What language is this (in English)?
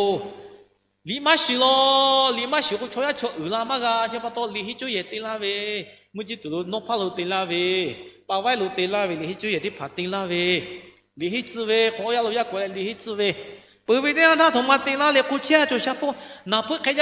Lahu